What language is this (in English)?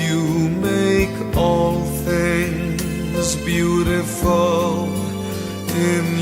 Nyanja